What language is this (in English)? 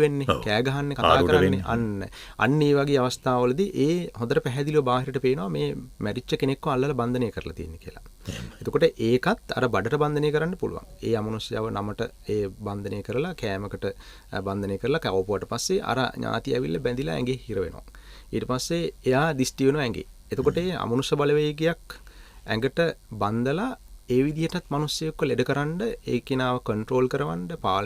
Sinhala